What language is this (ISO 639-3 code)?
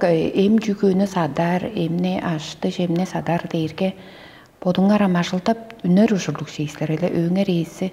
tyv